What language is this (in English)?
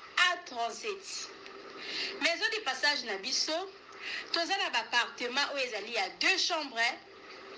Lingala